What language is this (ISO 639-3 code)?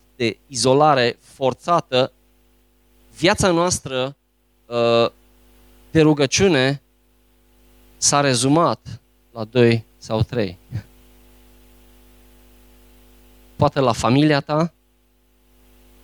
ron